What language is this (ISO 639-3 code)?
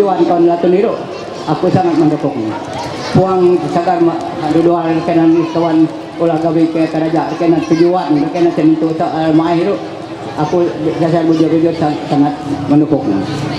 mhy